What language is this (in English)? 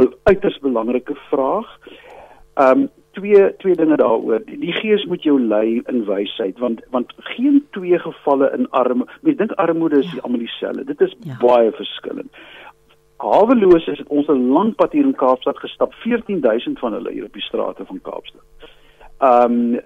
Afrikaans